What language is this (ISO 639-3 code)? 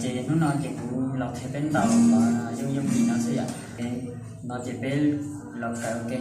hmn